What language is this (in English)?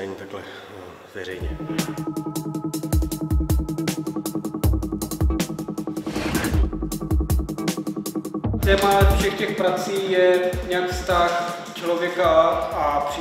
Czech